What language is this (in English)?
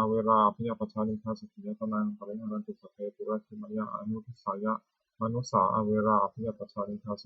Pali